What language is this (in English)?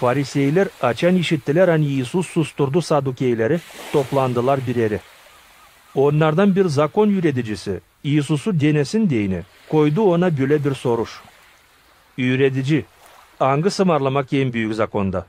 Gagauz